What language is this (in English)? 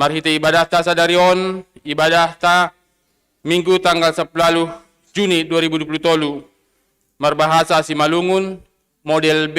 Batak Simalungun